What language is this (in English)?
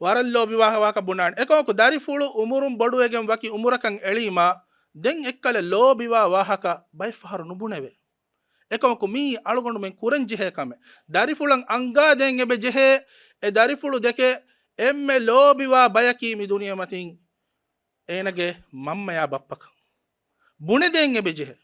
Divehi